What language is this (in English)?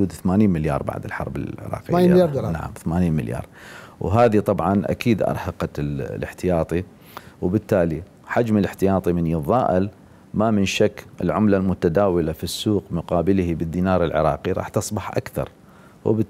Mesopotamian Arabic